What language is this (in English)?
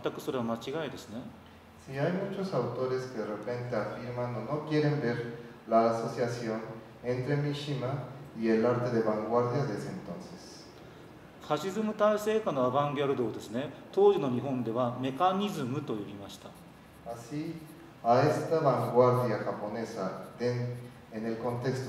Spanish